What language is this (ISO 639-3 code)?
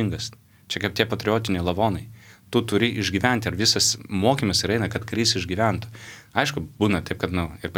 lit